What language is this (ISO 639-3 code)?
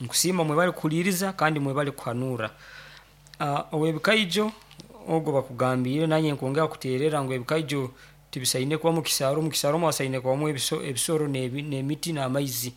nyo